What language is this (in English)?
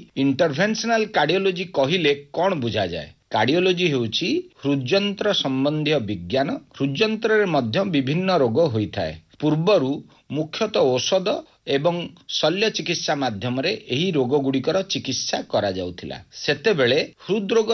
Odia